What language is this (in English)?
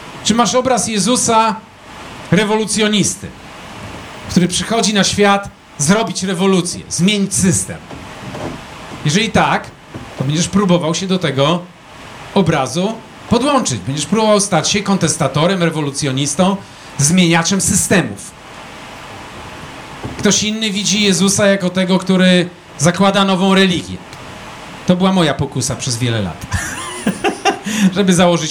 Polish